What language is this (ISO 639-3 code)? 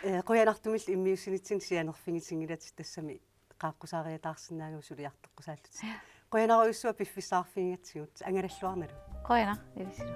kal